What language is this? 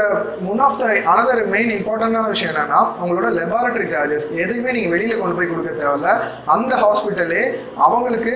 Tamil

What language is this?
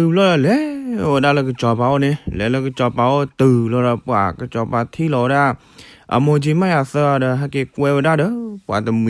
S'gaw Karen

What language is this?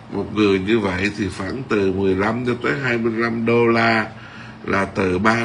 Vietnamese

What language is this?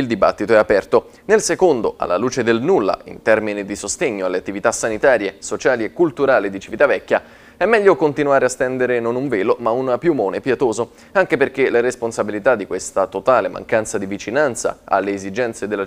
Italian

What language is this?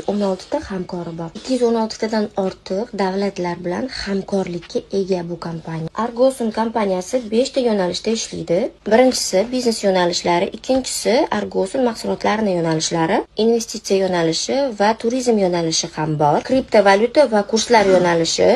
Uzbek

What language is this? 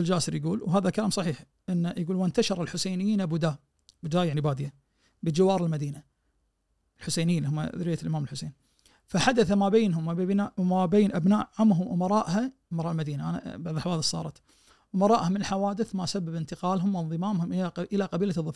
Najdi Arabic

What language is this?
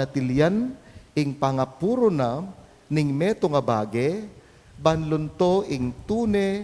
Pampanga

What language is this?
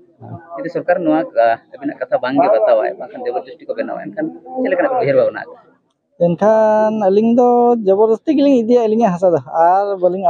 Santali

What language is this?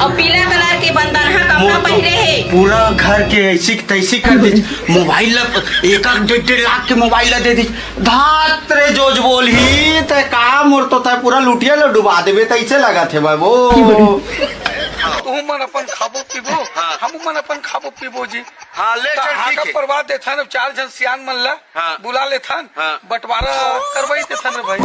Chhattisgarhi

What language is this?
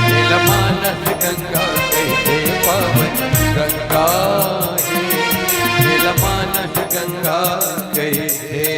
Chhattisgarhi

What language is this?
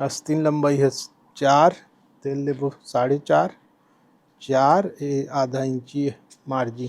Chhattisgarhi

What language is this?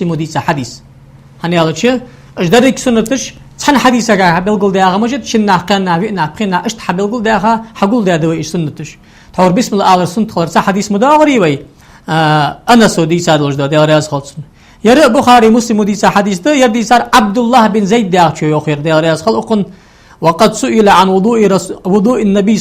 Ingush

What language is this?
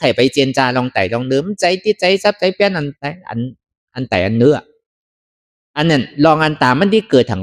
Shan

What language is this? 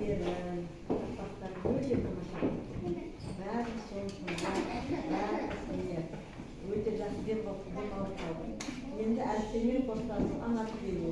Kazakh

